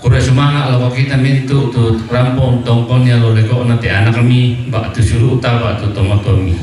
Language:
Toraja-Sa'dan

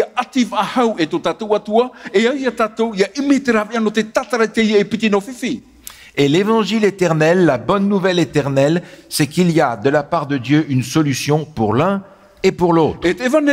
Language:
Tahitian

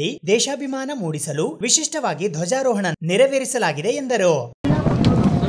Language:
Kannada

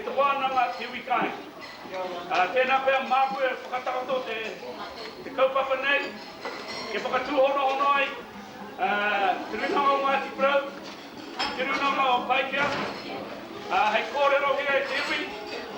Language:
Māori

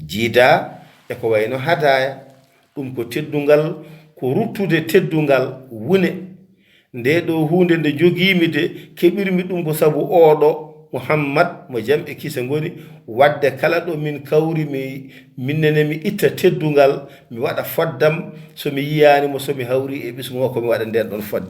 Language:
Fula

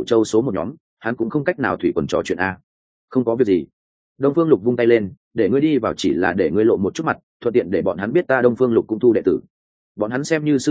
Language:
Vietnamese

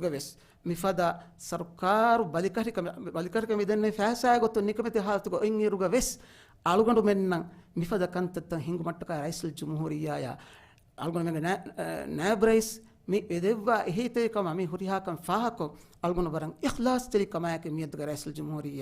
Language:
Divehi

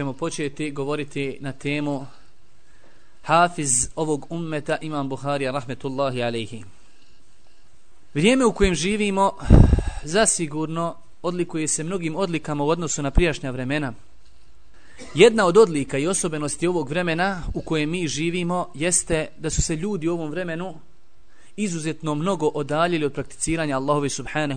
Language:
Bosnian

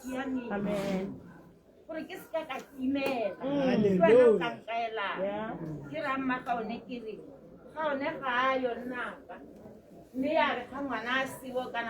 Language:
Tswana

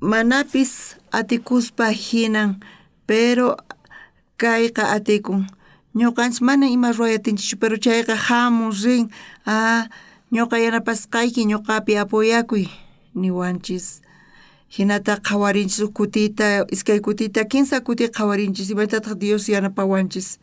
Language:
South Bolivian Quechua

